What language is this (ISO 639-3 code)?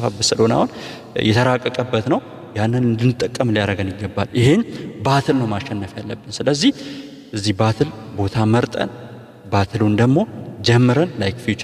amh